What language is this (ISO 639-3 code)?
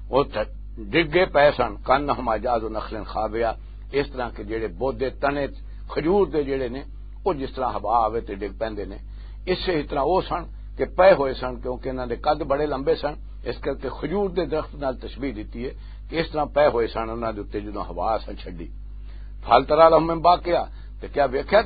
lah